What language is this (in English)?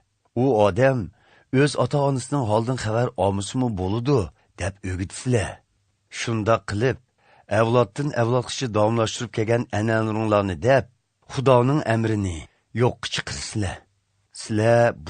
Uyghur